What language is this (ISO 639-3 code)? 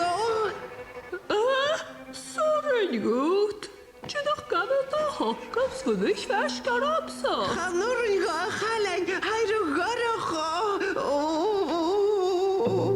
gla